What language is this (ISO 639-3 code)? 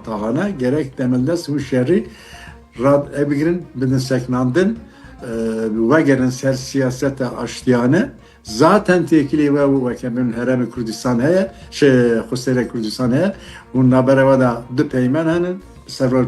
kur